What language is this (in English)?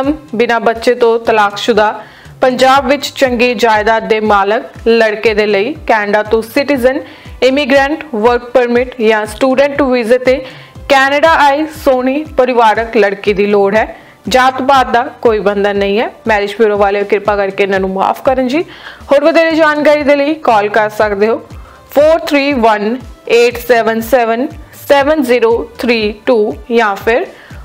Punjabi